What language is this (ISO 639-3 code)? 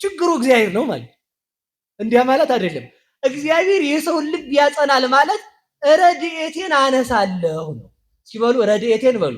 amh